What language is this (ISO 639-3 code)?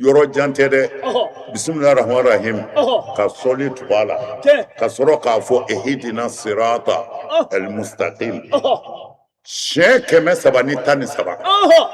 bam